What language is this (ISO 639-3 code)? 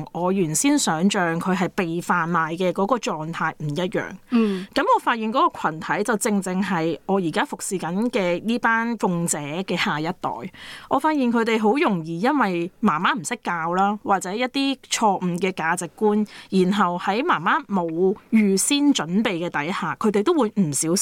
yue